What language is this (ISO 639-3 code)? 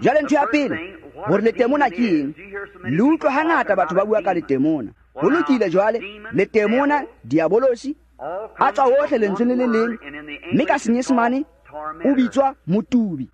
tsn